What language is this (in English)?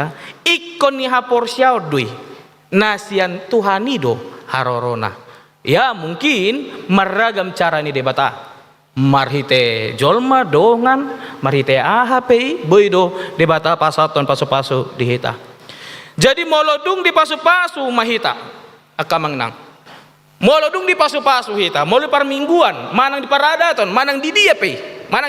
Batak Toba